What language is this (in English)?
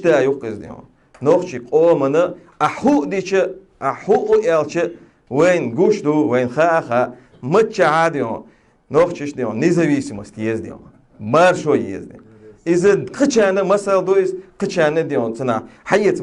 Chechen